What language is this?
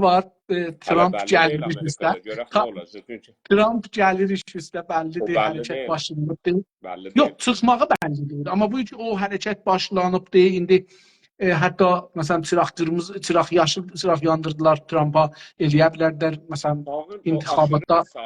South Azerbaijani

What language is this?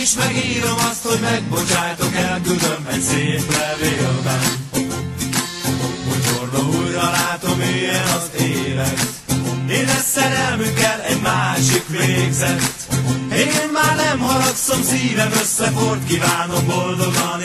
Hungarian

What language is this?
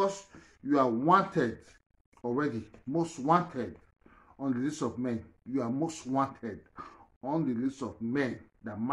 Nigerian Pidgin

